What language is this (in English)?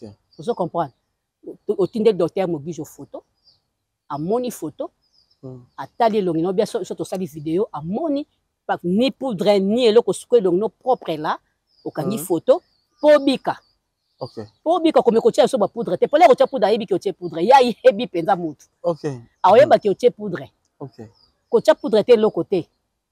Lingala